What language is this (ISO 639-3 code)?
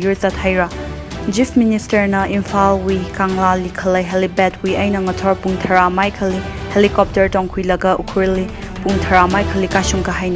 nmf